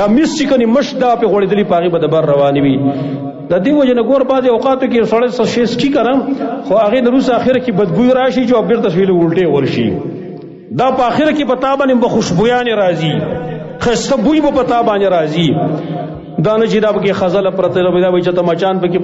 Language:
Pashto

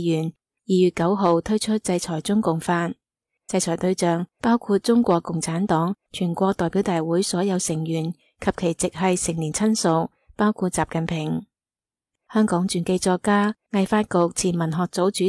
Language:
Cantonese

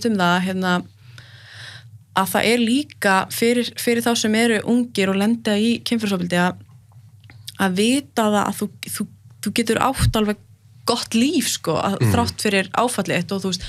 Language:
Icelandic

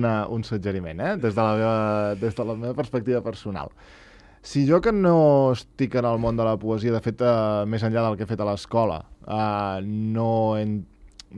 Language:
Catalan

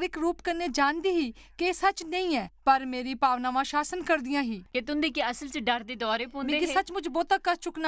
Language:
Dogri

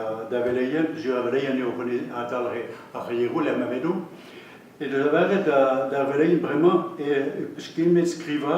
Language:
Breton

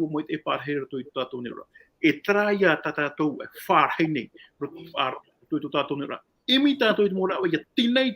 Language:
Tahitian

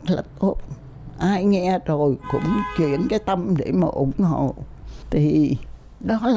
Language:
Vietnamese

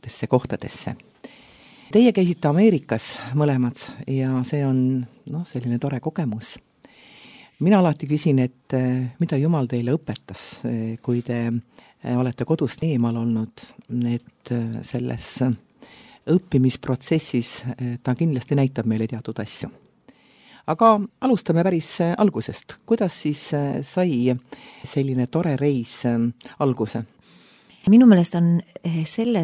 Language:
Estonian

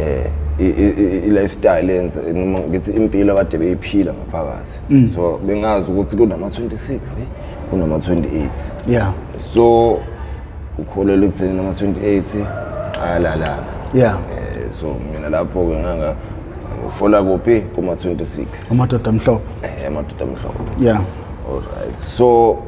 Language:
Zulu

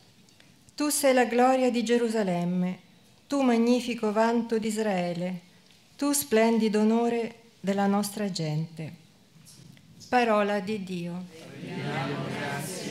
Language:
Italian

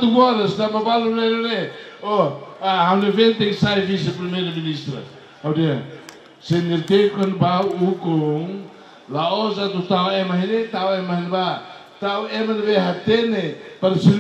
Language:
Tetum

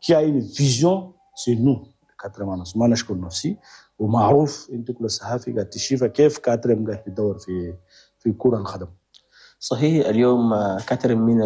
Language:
Chadian Arabic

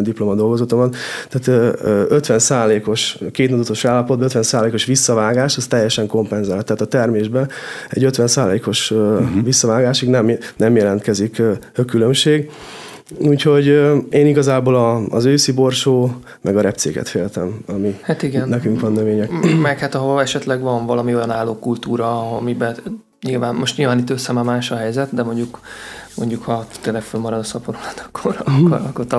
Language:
Hungarian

